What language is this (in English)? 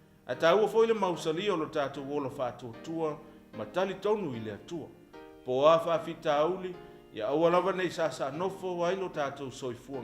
Samoan